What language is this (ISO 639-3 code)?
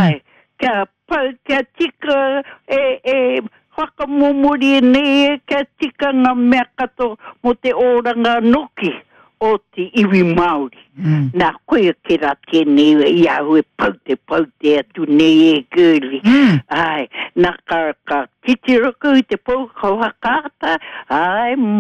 mri